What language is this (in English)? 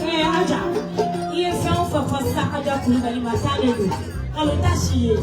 Bambara